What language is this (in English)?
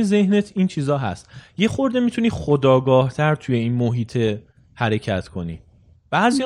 Persian